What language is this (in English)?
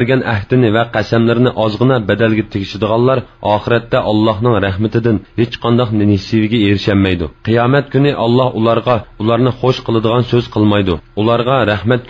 Uyghur